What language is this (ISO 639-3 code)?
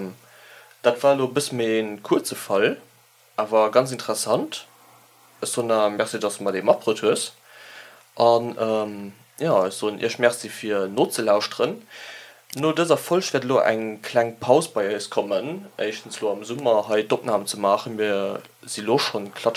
ltz